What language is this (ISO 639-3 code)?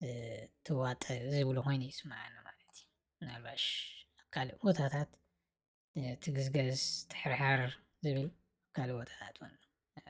tir